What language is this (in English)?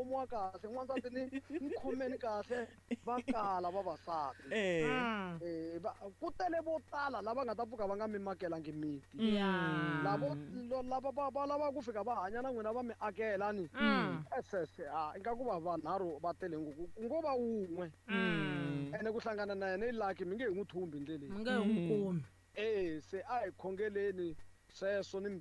Tsonga